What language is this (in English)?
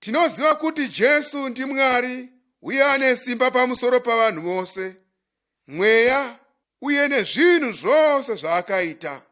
Shona